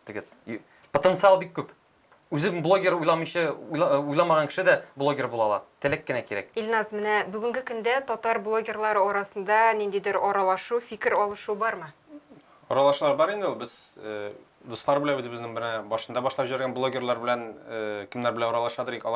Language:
Tatar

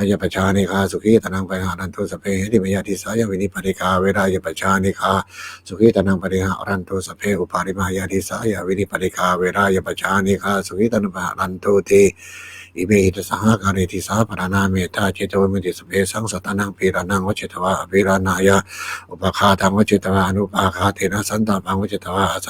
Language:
Pali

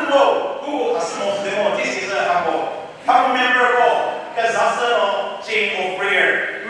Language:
Chokri Naga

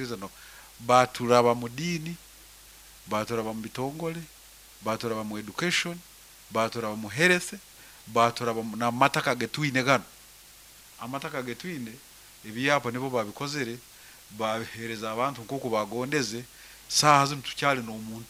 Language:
Nyankole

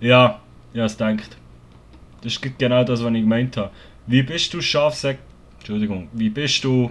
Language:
Swiss German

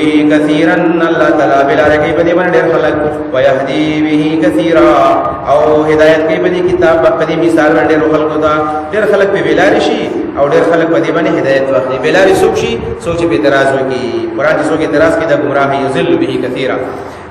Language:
Pashto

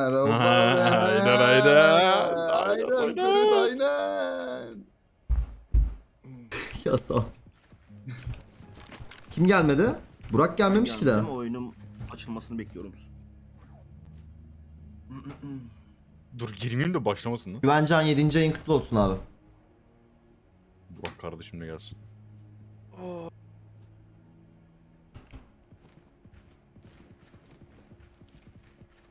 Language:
Turkish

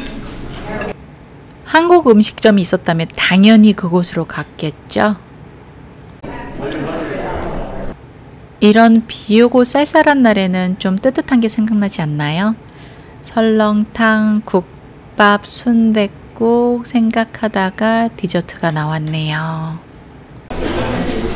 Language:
Korean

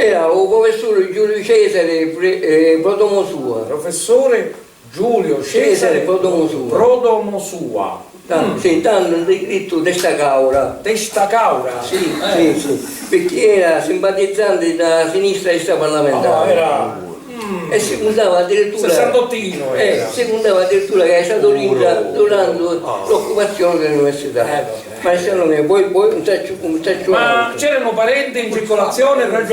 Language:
Sicilian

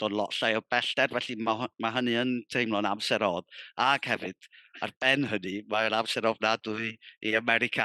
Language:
Welsh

